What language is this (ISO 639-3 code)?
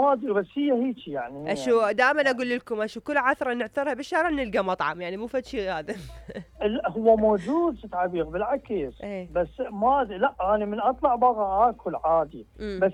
acm